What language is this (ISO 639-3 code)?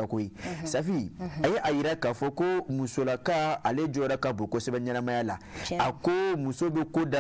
bam